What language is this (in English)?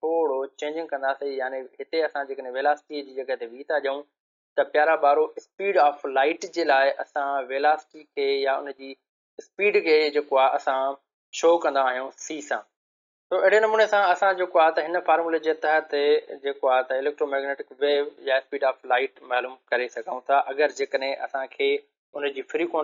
Sindhi